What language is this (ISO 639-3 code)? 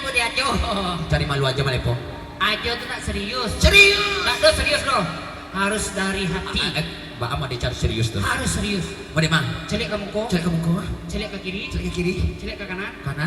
min